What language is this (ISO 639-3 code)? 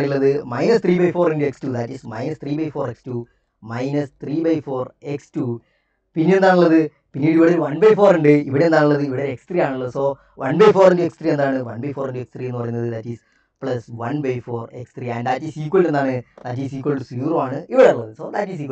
mal